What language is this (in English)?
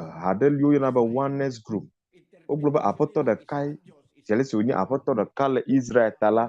Ewe